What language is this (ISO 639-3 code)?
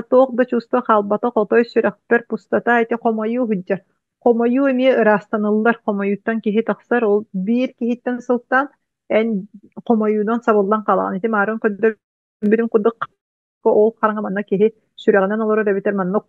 sah